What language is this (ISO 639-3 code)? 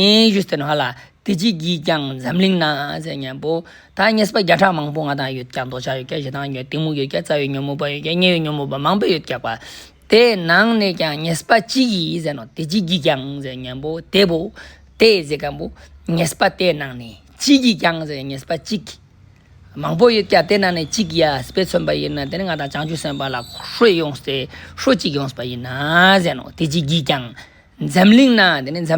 lbj